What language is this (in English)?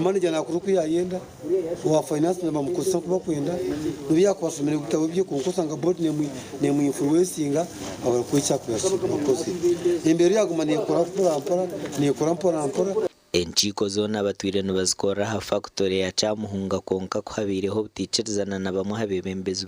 Nyankole